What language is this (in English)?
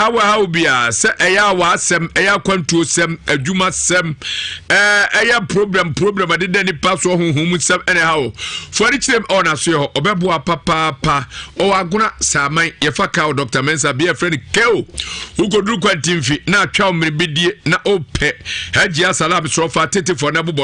Akan